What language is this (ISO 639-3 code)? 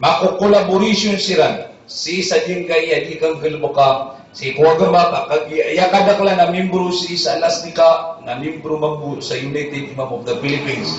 mrw